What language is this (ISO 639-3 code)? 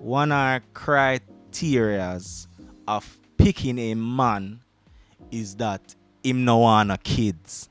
jam